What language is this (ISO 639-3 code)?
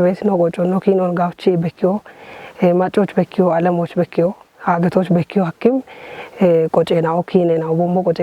kbr